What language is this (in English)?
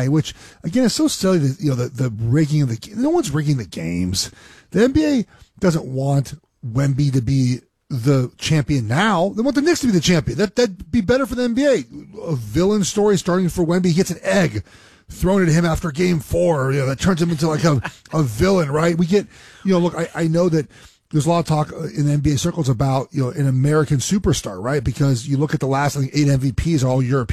English